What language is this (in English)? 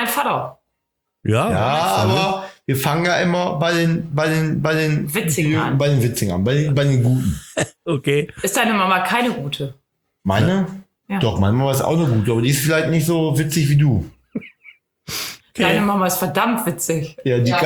German